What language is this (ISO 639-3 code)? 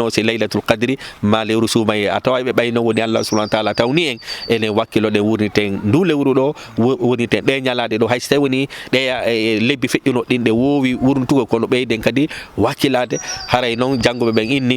ful